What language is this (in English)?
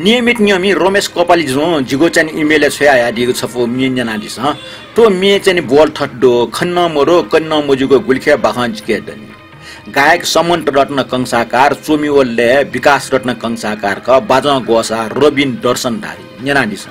Newari